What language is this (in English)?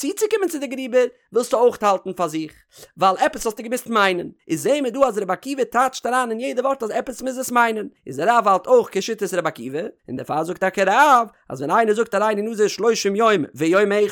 Yiddish